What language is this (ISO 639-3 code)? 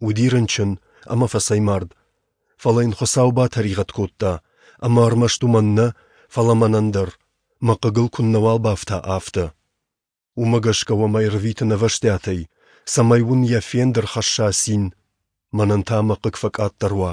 oss